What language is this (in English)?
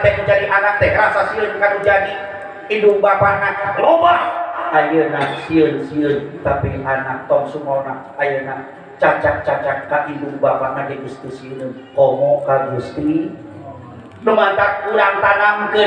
Sundanese